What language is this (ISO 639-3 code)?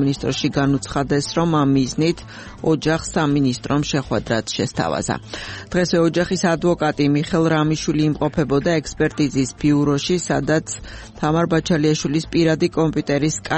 kat